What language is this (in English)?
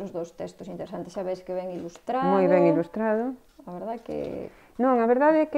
Galician